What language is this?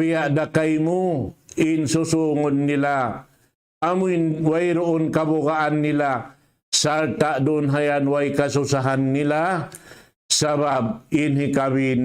Tausug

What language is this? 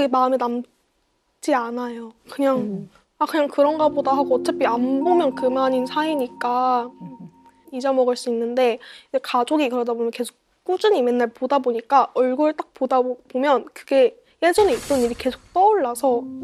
Korean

